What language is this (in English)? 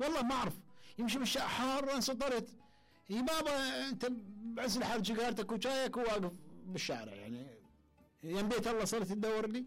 Mesopotamian Arabic